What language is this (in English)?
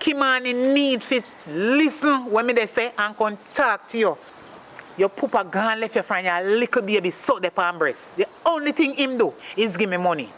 Jamaican Creole English